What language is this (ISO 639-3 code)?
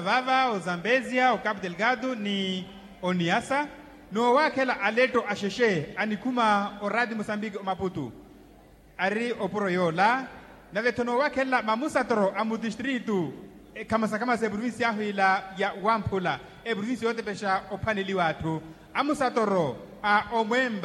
vmw